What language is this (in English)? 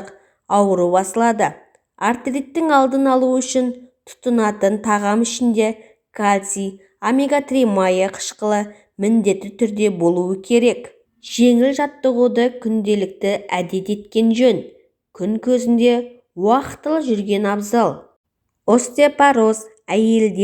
Kazakh